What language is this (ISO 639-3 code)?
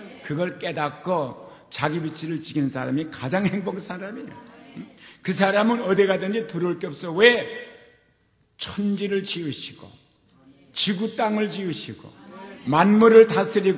kor